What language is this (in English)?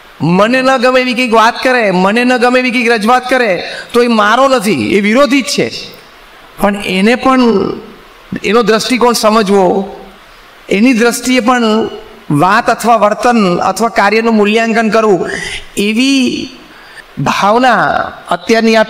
Gujarati